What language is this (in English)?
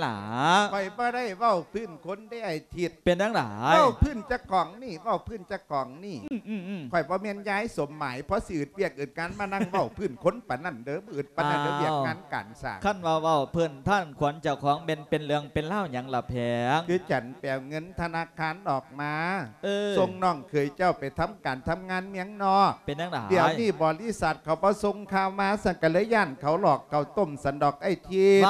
Lao